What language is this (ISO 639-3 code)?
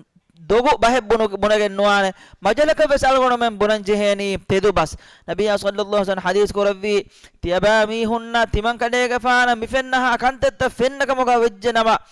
div